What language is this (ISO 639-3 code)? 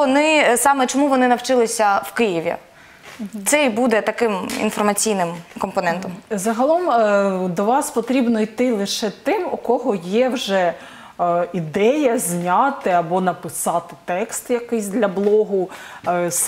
ukr